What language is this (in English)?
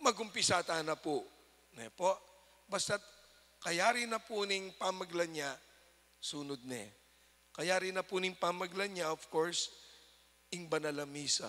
Pampanga